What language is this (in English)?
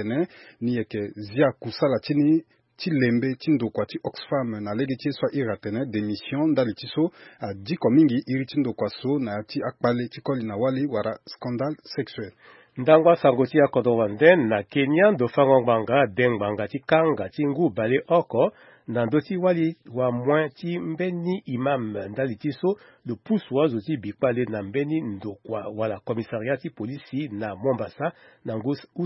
Sango